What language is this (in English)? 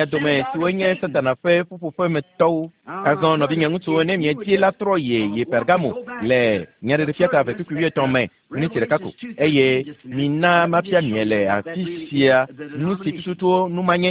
Ewe